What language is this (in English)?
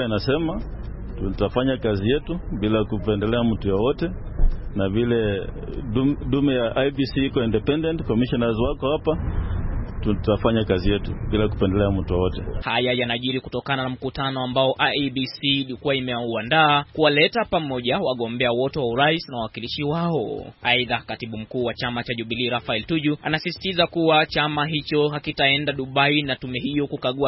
Swahili